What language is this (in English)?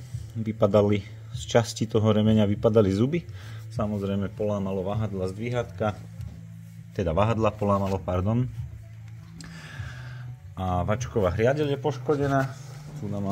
Slovak